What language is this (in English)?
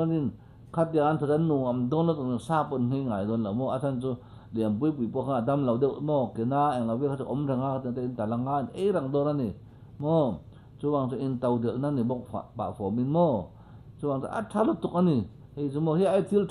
Mizo